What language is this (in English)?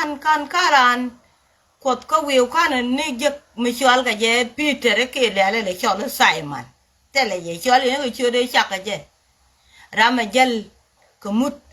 Nuer